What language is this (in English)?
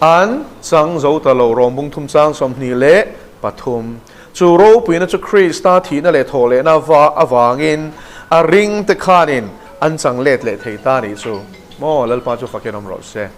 Mizo